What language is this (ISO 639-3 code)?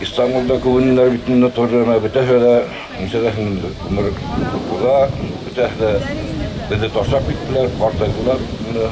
bak